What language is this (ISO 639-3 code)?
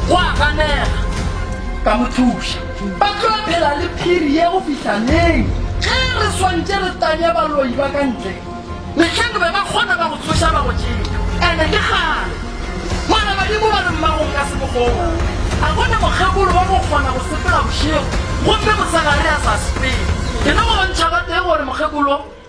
nso